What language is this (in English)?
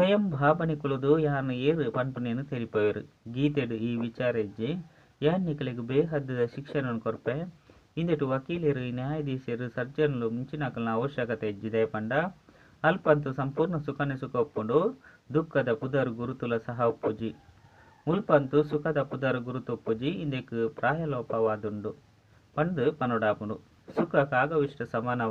Tulu